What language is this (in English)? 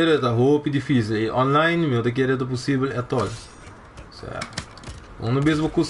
Papiamento